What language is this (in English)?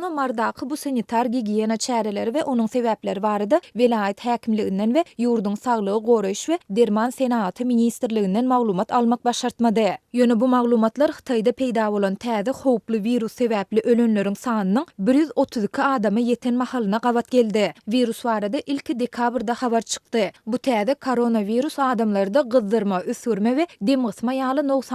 Turkmen